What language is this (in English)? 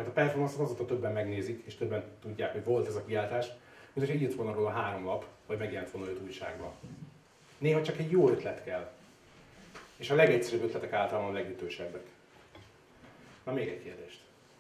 Hungarian